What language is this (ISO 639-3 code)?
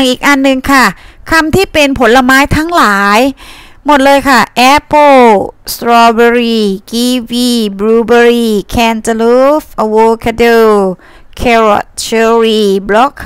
tha